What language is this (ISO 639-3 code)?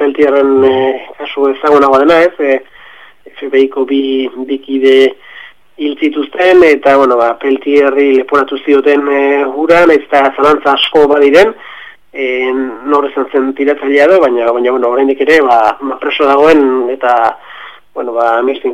eus